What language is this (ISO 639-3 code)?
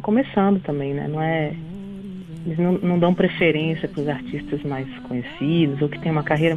por